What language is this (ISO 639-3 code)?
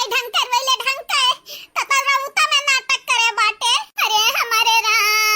awa